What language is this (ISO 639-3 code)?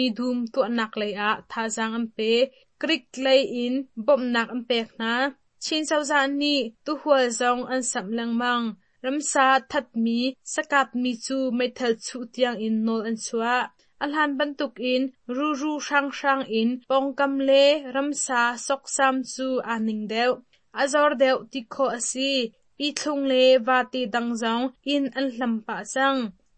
cnh